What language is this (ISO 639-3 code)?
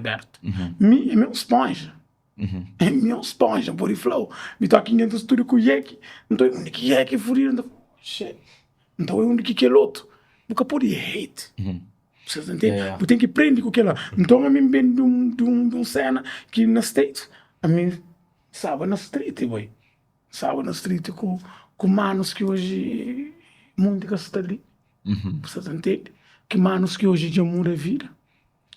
kea